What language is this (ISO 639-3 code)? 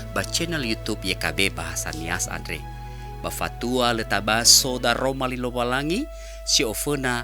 nia